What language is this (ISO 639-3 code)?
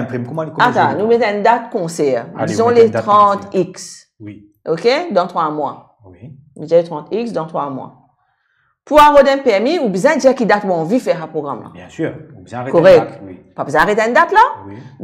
mfe